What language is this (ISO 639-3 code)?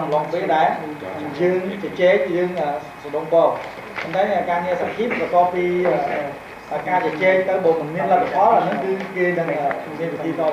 khm